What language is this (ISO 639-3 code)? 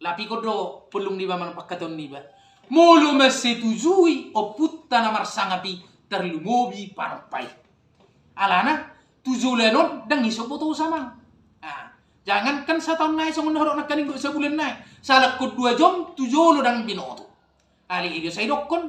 bbc